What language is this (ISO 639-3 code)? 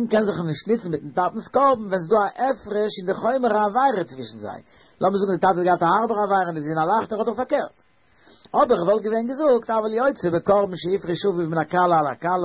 yid